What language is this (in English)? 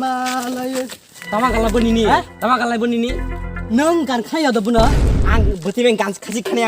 Kok Borok